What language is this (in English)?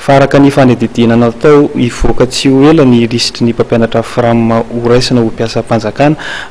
Malagasy